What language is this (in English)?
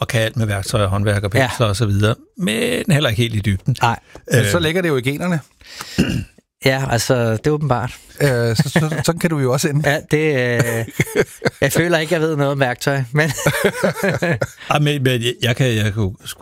Danish